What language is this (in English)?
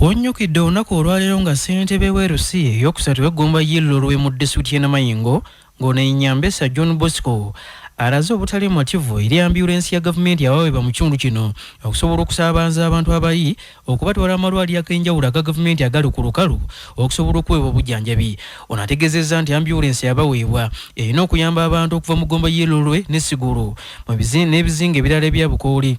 Ganda